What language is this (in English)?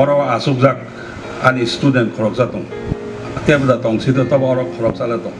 Kok Borok